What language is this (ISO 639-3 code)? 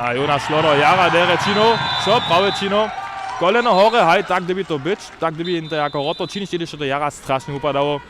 hsb